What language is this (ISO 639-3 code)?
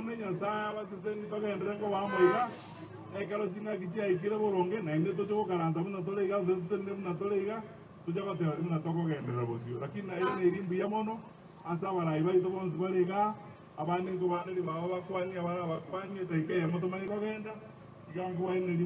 guz